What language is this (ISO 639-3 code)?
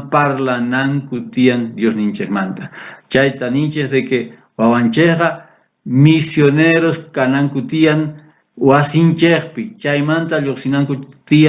quh